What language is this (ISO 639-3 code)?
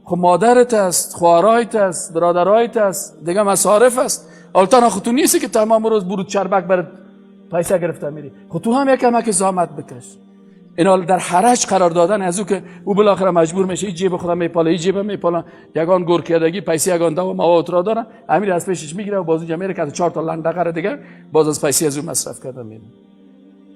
fas